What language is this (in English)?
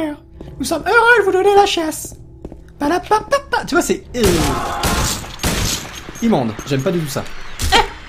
French